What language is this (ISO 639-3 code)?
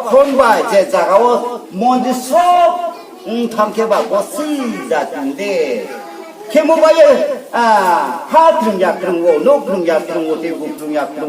ria